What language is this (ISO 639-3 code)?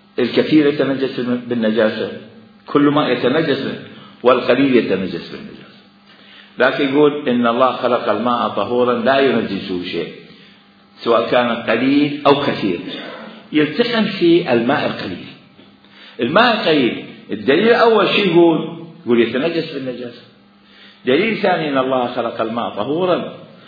acm